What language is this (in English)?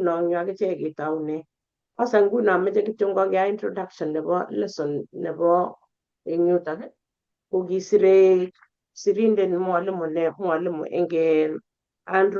Kalenjin